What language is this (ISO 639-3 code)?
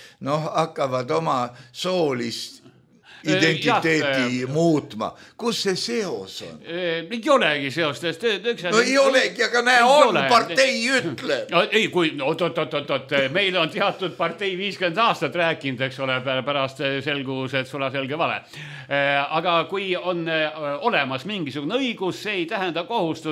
est